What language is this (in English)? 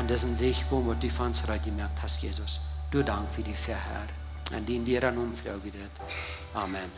Plautdietsch